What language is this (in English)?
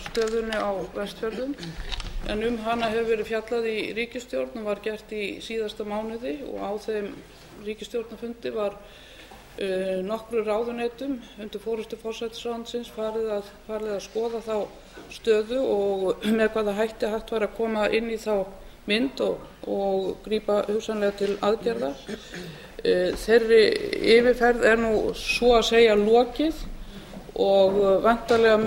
Icelandic